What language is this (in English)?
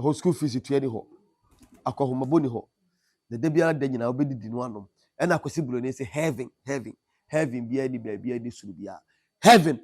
Akan